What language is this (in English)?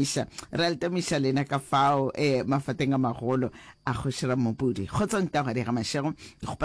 Northern Sotho